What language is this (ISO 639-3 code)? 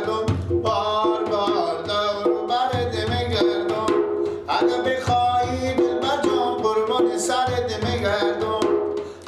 fas